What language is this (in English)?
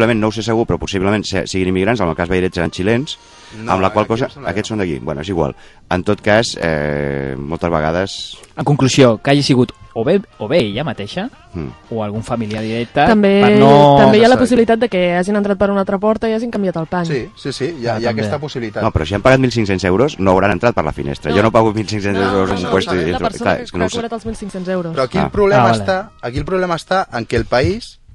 Catalan